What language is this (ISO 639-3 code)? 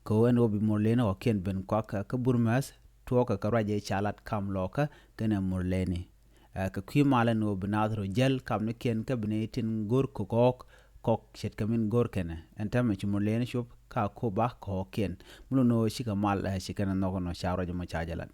nus